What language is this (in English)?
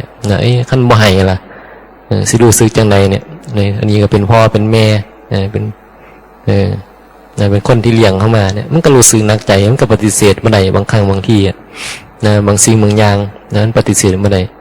Northeastern Thai